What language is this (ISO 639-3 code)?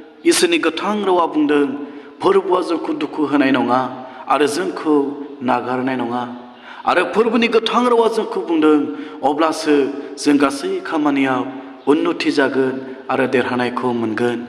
brx